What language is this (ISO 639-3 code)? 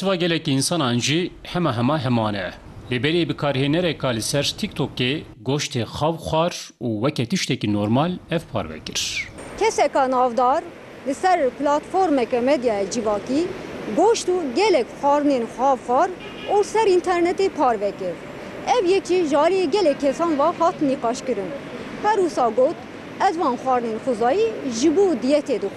kur